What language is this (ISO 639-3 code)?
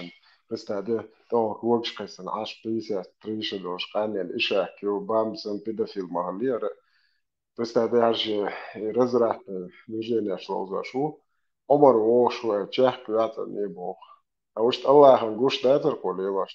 che